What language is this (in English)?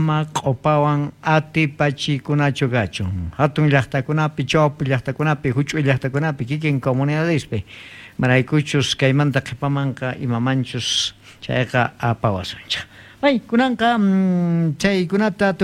South Bolivian Quechua